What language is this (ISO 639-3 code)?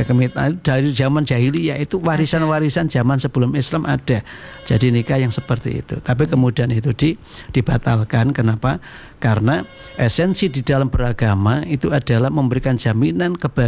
ind